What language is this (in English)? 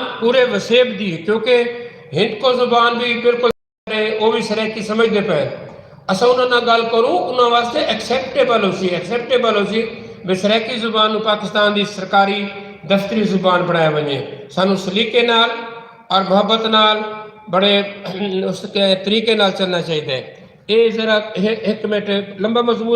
Saraiki